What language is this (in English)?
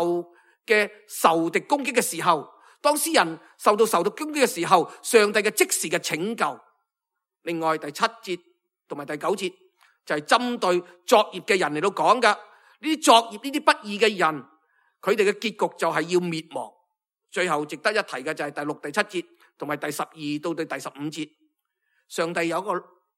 Cantonese